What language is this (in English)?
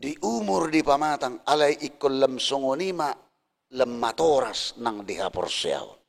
Batak Toba